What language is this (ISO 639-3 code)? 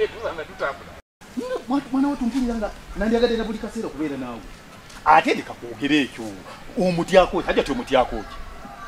lug